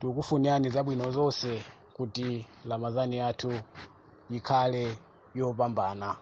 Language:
Nyanja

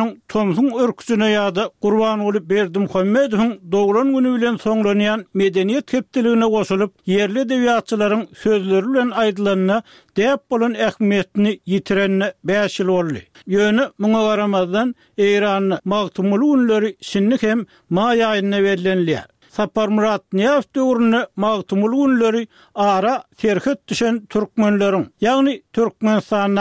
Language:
Turkmen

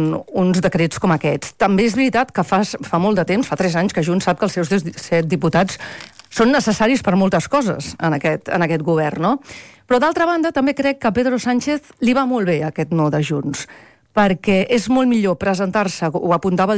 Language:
Catalan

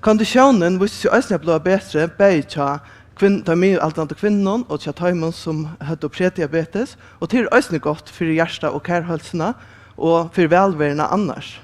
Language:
Faroese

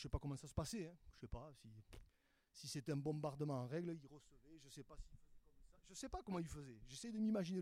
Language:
French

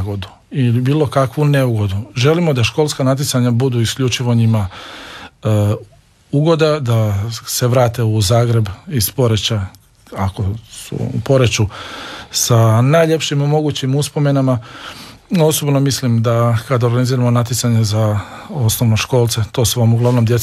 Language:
Croatian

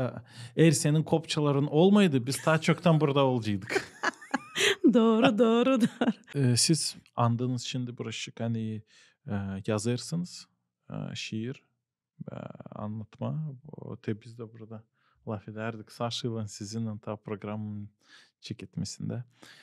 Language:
Gagauz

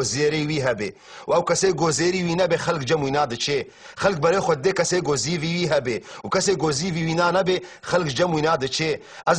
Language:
Kurdish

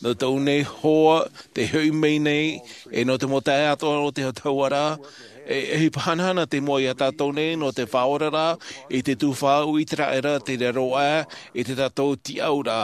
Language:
Tahitian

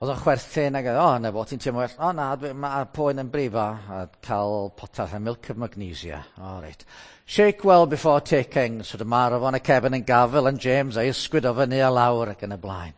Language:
Welsh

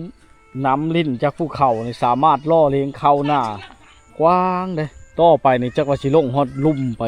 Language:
Lao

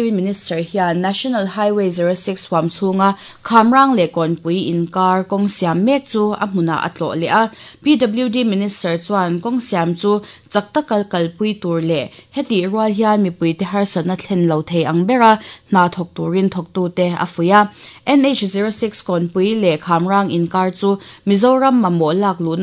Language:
Mizo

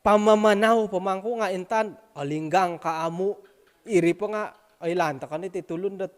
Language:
Central Dusun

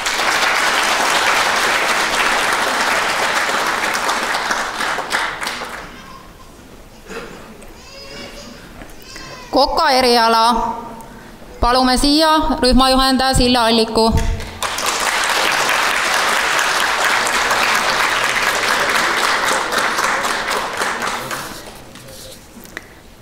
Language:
Estonian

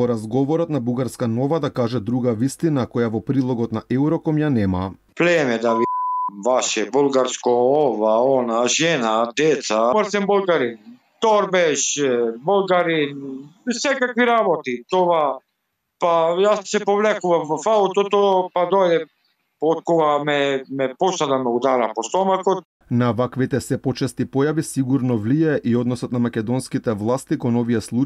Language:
Macedonian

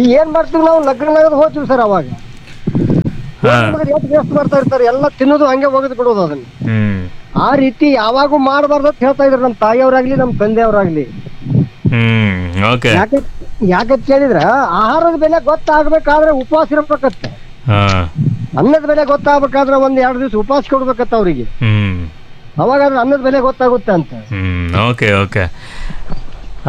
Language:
Kannada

